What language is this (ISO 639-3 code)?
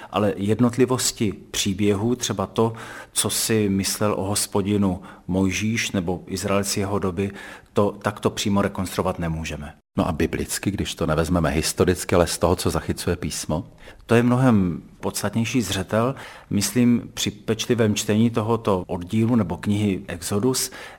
ces